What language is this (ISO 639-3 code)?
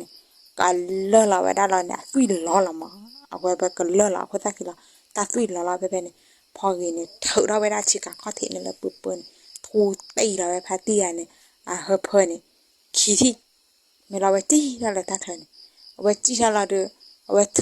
ksw